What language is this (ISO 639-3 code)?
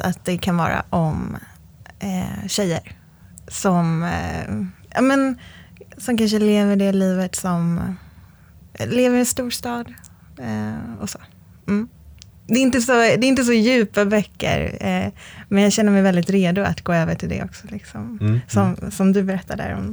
swe